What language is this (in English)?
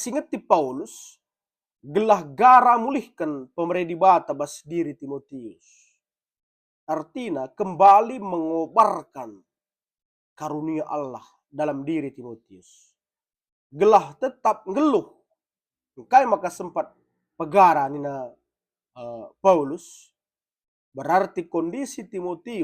Batak Karo